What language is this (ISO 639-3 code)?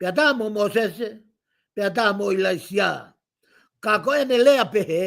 ton